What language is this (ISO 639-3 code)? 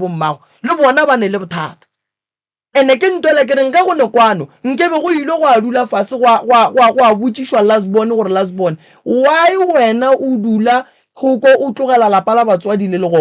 nso